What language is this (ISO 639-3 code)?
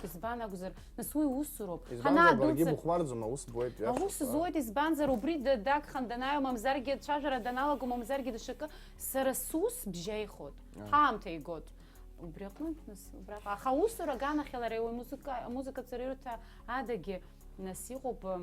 abk